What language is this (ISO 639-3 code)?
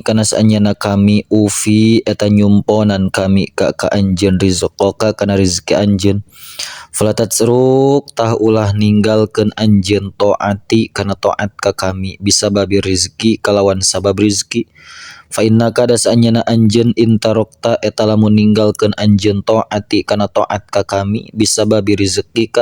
sun